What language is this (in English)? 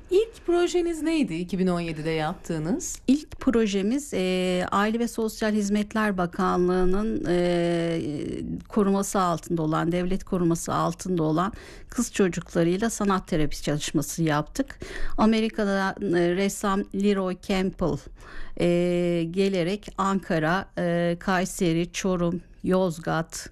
Turkish